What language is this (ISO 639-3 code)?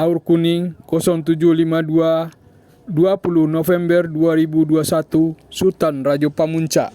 min